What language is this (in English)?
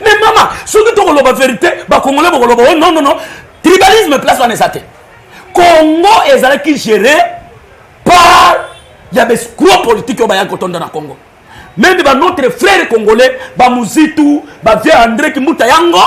Lingala